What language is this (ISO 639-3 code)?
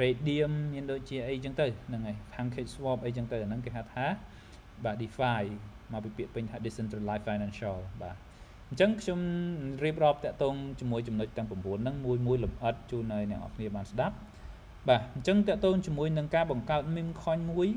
khm